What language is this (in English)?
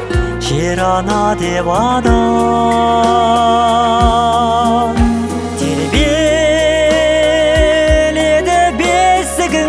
Kazakh